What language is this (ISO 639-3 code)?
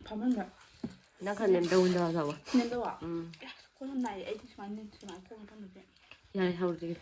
mni